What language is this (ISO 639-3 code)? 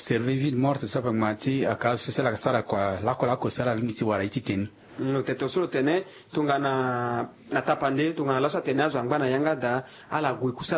sag